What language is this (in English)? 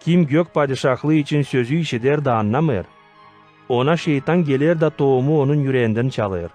Gagauz